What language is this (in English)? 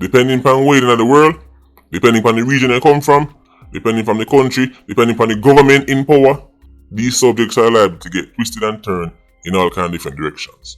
Jamaican Creole English